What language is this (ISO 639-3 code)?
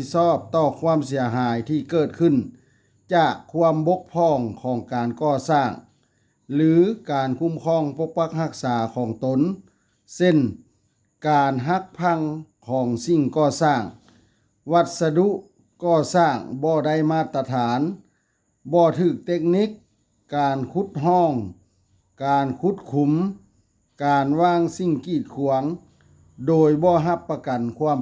lao